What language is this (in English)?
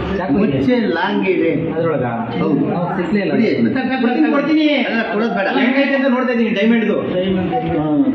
Kannada